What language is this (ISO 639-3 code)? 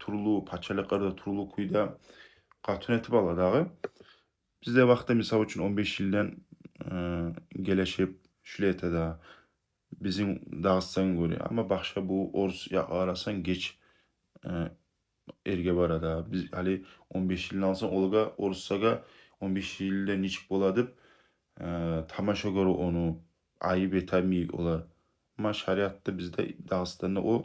kum